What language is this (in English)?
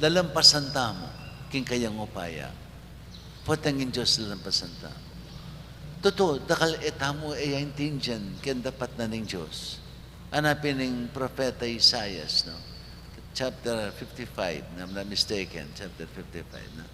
Pampanga